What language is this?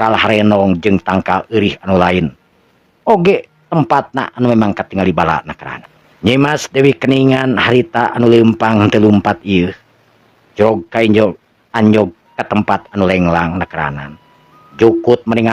Sundanese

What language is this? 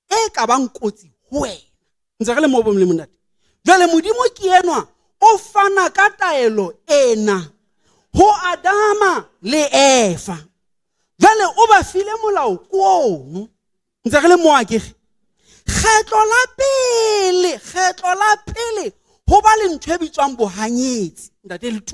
Southern Sotho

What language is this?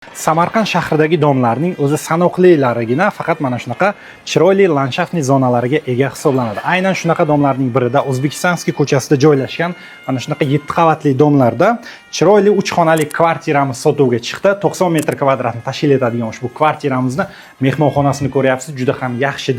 Uzbek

